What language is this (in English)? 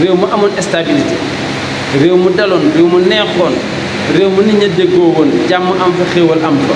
Wolof